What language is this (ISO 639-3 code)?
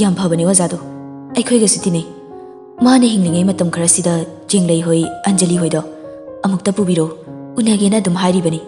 mni